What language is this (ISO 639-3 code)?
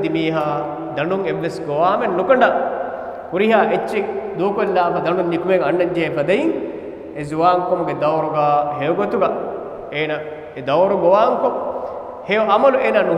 div